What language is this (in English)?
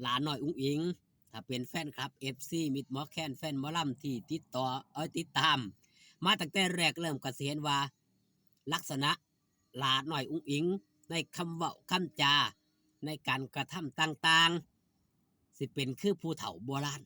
Northeastern Thai